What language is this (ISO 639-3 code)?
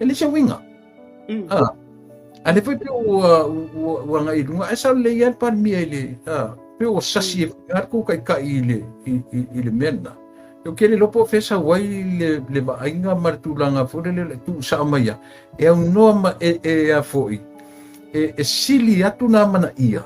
smo